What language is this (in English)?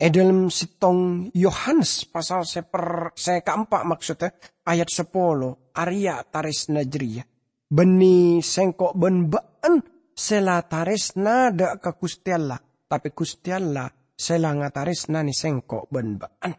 Madurese